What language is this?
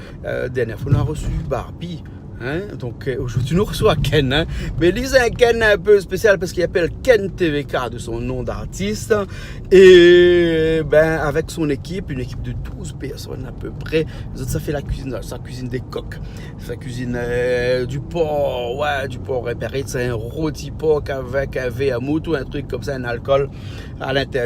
Réunion Creole French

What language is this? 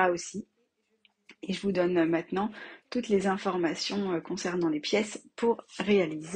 French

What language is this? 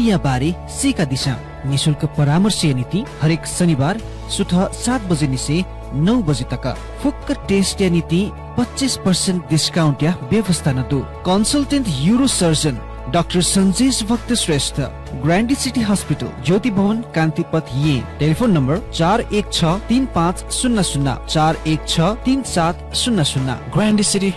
Newari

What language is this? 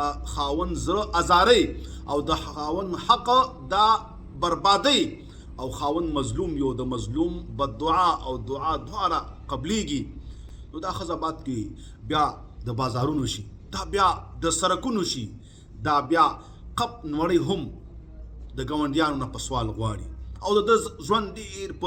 Pashto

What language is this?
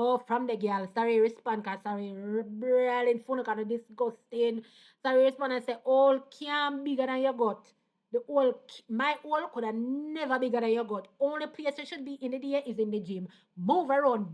Jamaican Creole English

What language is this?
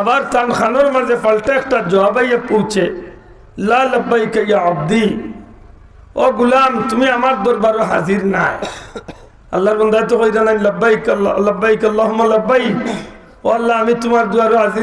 Sylheti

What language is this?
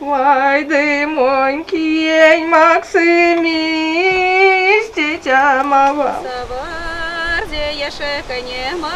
Erzya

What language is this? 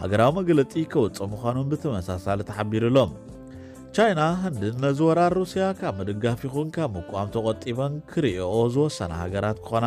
Tigrinya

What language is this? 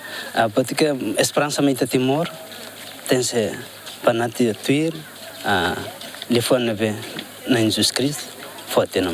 Tetum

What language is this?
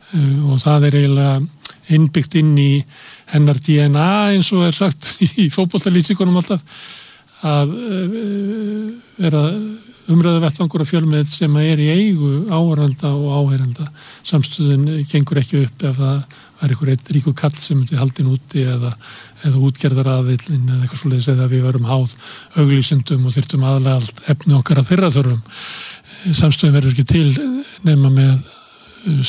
Icelandic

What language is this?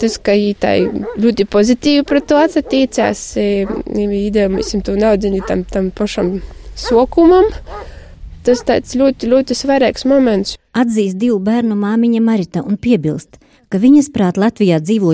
Latvian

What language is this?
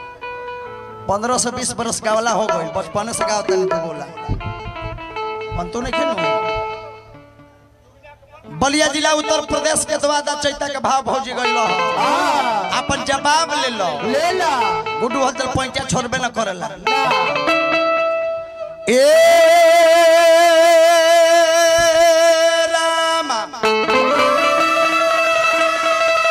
Bhojpuri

